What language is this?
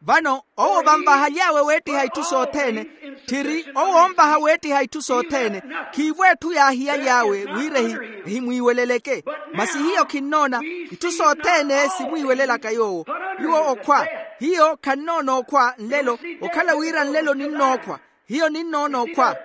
Makhuwa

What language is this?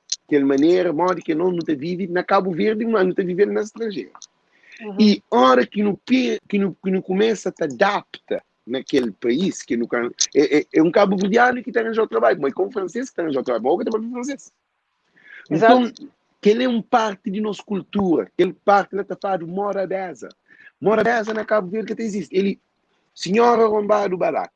Kabuverdianu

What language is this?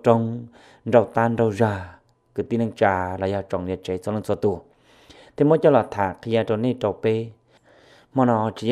Hmong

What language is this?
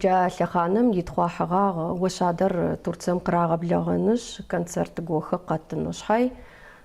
Adyghe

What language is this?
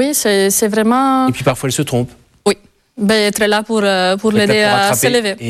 French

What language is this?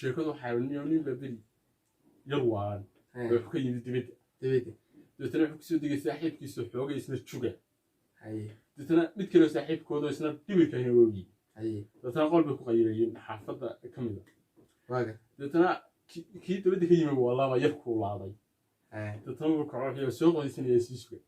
Somali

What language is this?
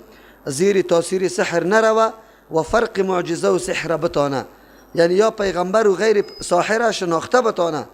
Persian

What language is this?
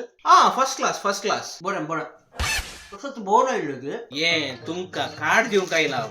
Konkani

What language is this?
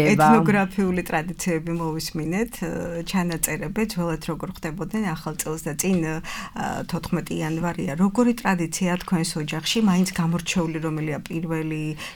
Georgian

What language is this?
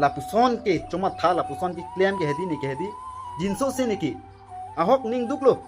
Karbi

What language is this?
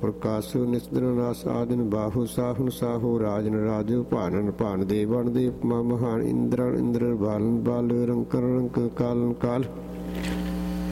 Punjabi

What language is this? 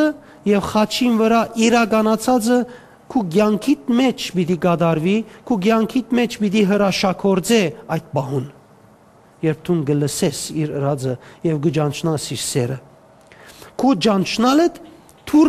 Western Armenian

